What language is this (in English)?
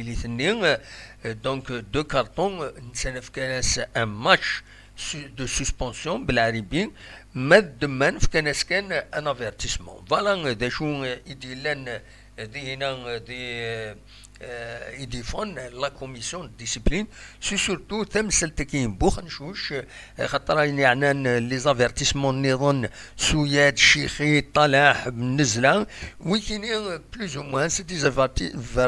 Kabyle